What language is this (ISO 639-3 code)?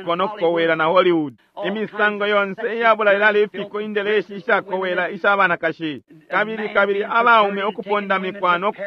bem